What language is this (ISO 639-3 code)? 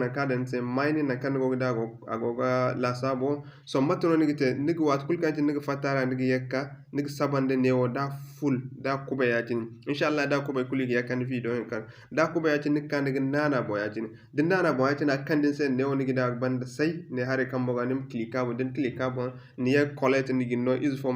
dje